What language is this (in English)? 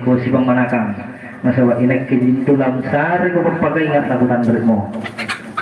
Makasar